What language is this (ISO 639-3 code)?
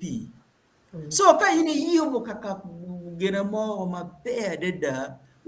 ach